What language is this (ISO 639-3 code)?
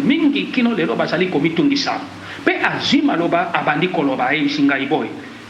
lin